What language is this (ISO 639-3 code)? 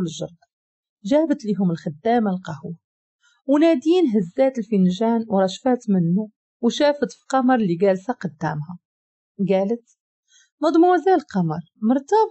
ary